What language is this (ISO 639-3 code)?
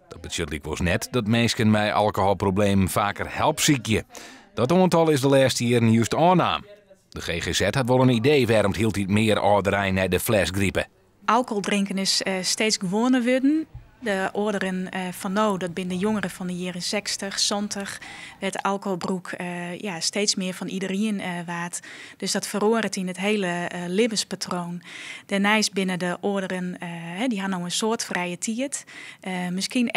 fry